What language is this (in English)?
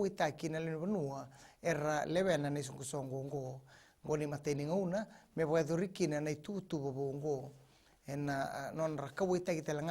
Fijian